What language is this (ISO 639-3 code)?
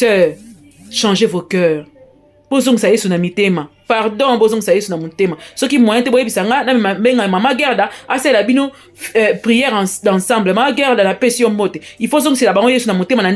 lin